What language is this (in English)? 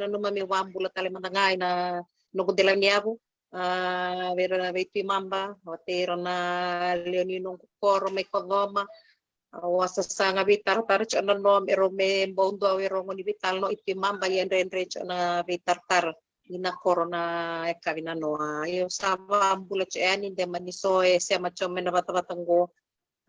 Fijian